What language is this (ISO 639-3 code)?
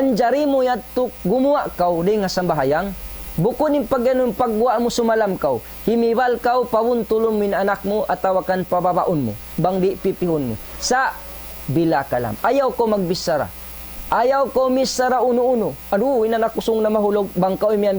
tsg